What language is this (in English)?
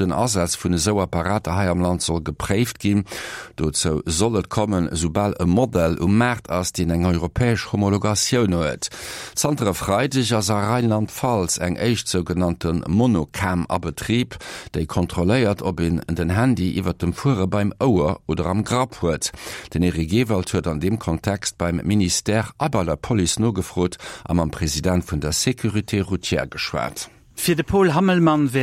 Luxembourgish